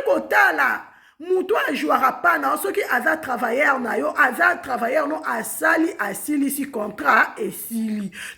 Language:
Lingala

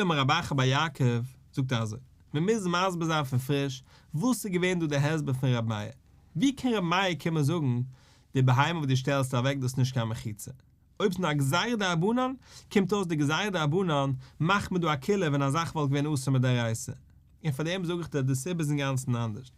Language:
Yiddish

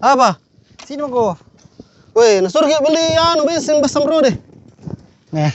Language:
Makassar Malay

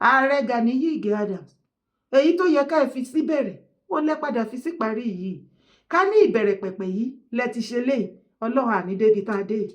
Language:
Yoruba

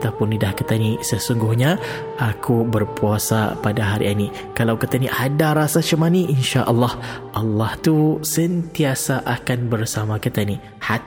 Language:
Malay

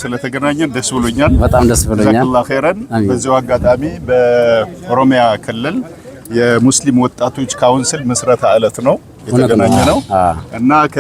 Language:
Amharic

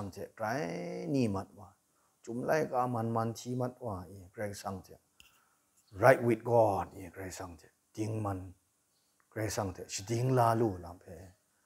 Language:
Kachin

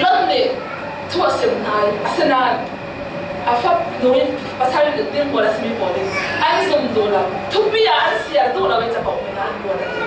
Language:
Falam Chin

